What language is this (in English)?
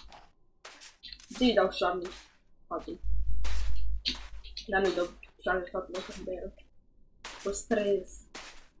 Romanian